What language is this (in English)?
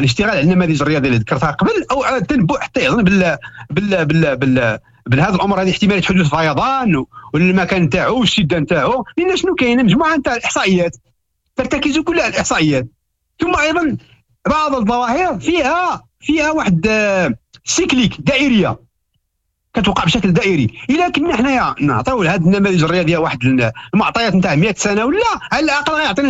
Moroccan Arabic